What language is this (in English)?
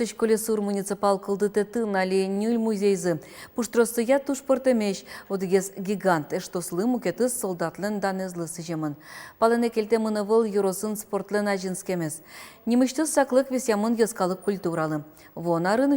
Udmurt